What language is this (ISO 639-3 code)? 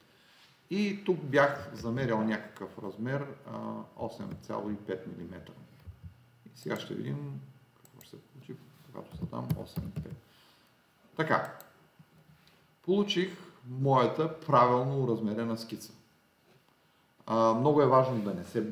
bul